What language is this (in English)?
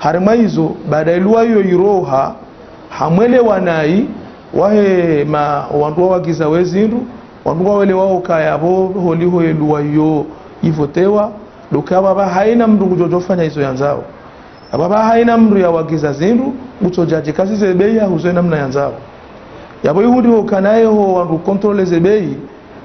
Ngazidja Comorian